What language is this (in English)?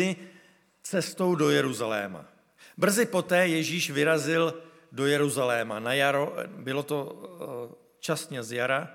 Czech